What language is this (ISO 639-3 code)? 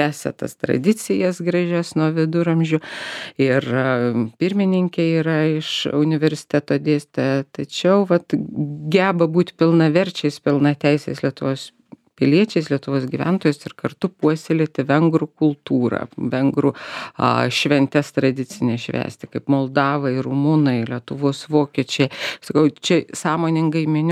lit